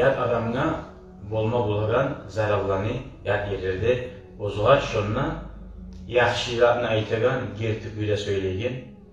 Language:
Kumyk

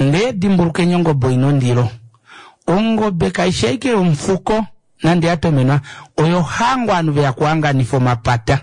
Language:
Kuanyama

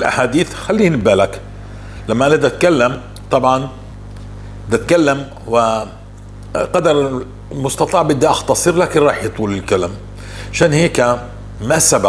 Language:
North Levantine Arabic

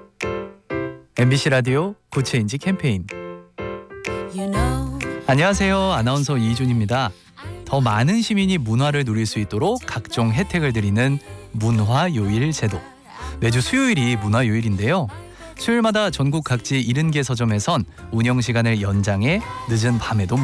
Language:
Korean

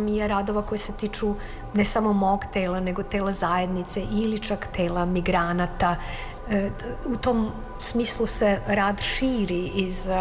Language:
Serbian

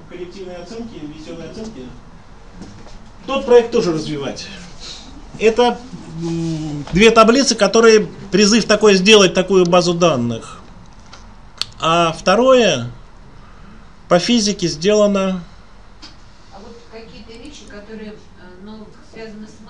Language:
Russian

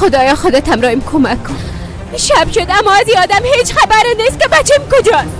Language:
Persian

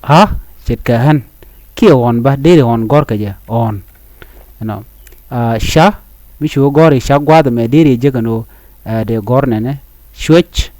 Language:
Nuer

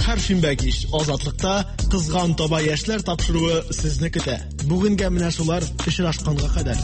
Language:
Tatar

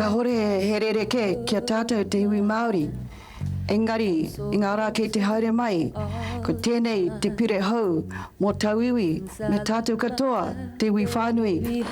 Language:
Māori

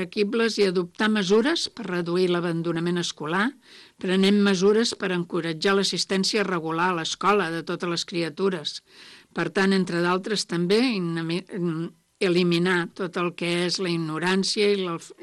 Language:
Catalan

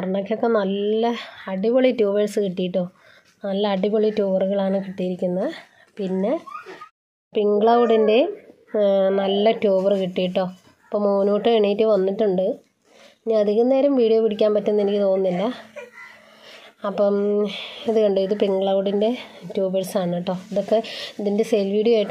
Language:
Malayalam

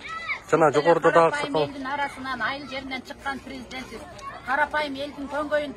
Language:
Kyrgyz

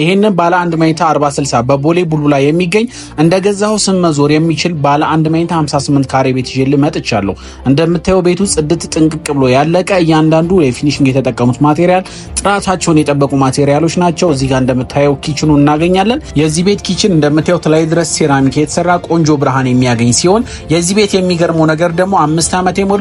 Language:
Amharic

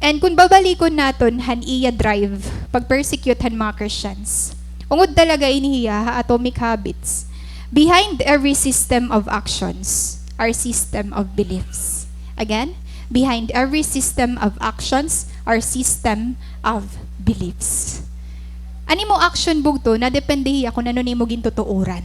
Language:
Waray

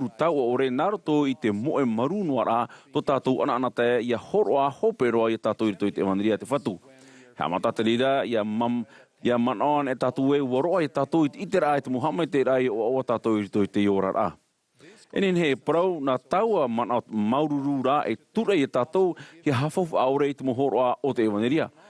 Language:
Tahitian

